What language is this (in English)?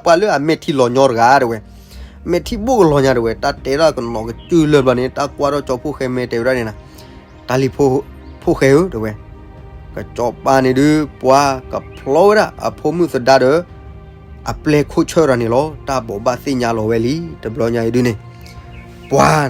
S'gaw Karen